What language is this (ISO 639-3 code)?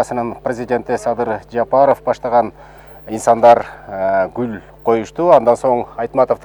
kir